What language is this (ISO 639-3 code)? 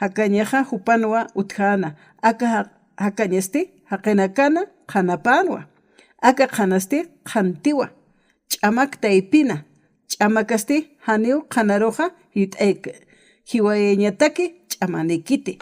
aym